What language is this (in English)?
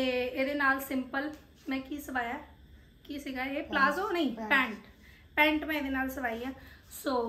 Punjabi